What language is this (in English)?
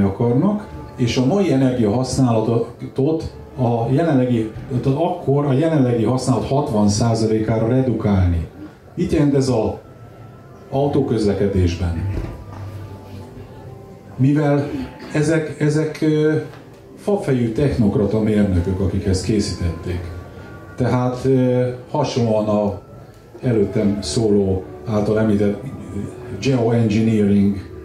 Hungarian